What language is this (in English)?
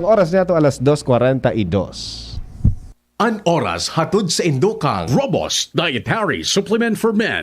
Bikol